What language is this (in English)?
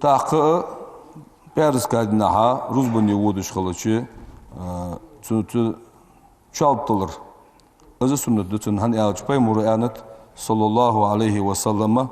Ingush